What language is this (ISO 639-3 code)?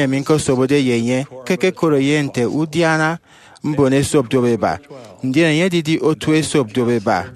efi